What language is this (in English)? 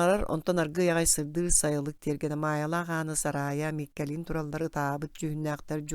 Yakut